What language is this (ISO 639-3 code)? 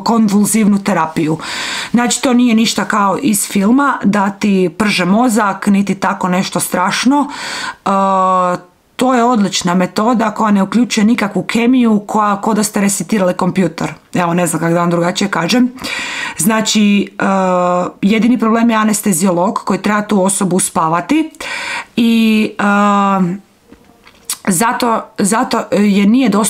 hrv